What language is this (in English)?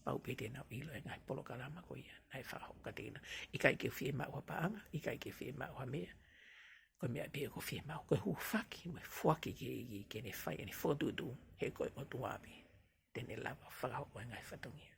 Tongan